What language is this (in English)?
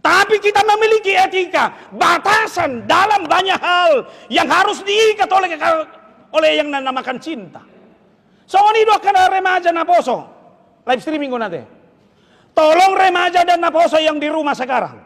Batak Toba